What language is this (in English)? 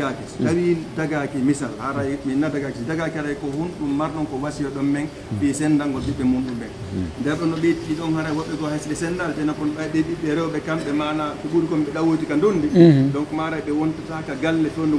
Pular